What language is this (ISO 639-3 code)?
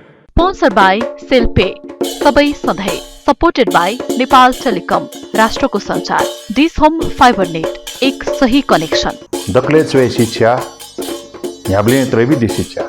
new